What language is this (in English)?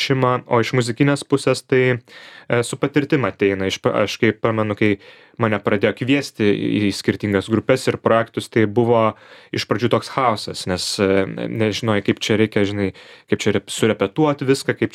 Lithuanian